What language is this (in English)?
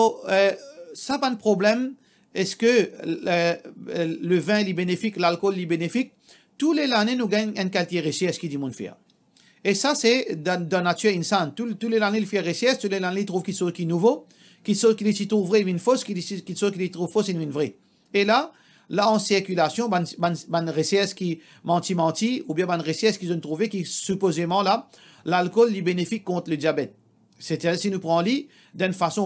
Morisyen